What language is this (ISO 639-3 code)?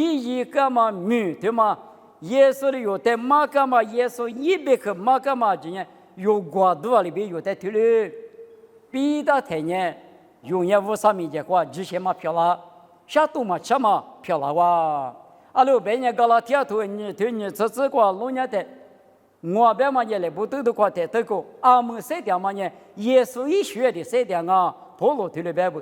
lis